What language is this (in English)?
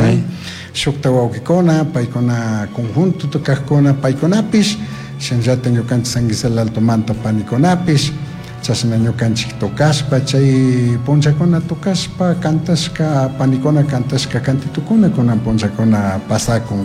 Chimborazo Highland Quichua